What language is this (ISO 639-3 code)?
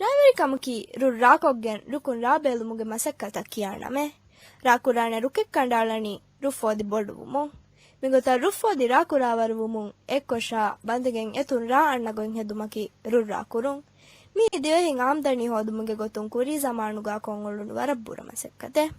div